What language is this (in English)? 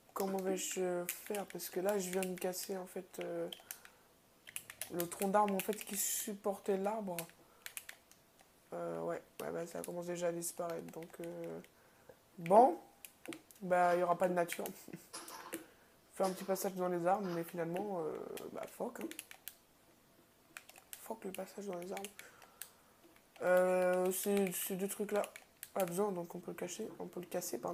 French